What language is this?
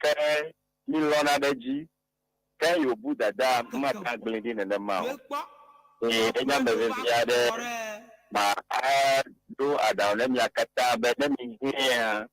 Ewe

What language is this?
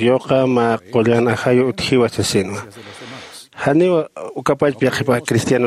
Aymara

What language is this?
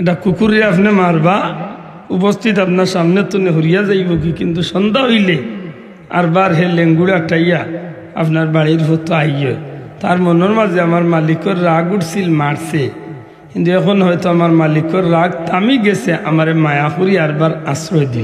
Sylheti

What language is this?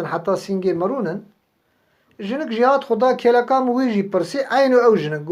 Kurdish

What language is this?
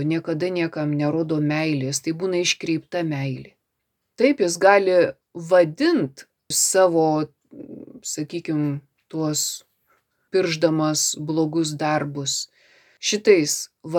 Lithuanian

